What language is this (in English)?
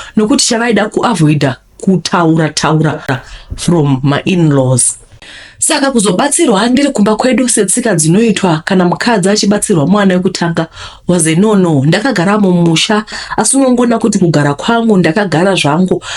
Shona